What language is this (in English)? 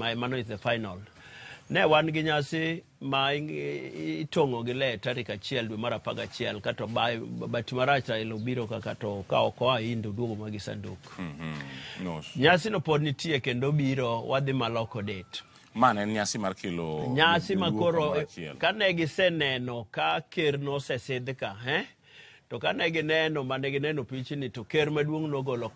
Luo (Kenya and Tanzania)